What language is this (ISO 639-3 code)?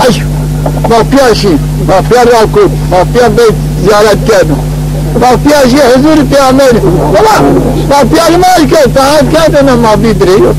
zza